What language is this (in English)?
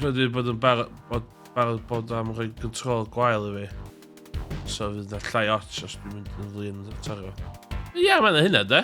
Welsh